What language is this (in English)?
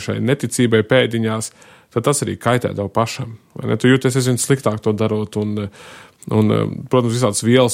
Latvian